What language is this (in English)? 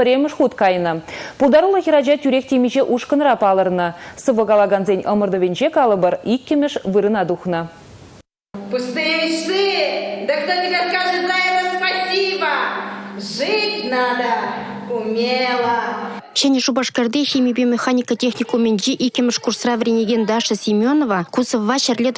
Chuvash